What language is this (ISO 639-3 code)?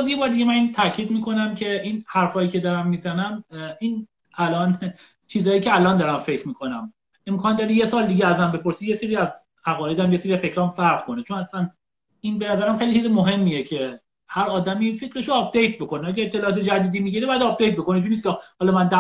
fas